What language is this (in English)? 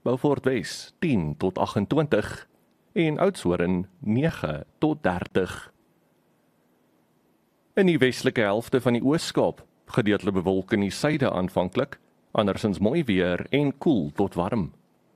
Afrikaans